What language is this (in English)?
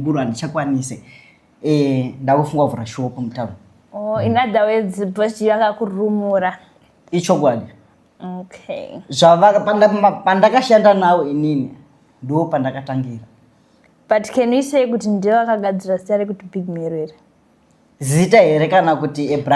Shona